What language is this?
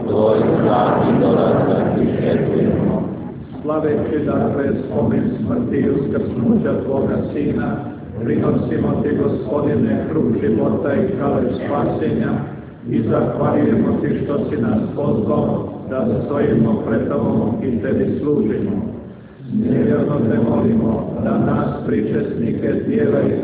Croatian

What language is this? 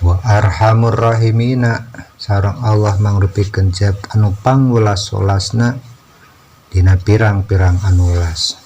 Sundanese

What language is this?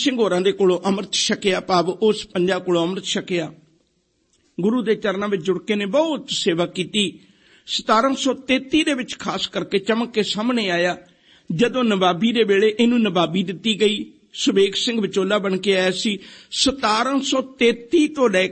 Punjabi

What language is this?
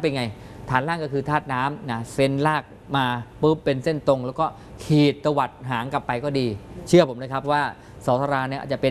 Thai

